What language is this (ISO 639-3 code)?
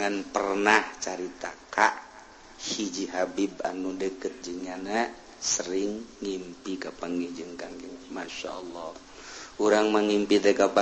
sun